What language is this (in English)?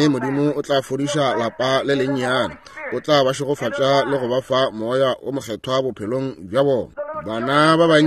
Northern Sotho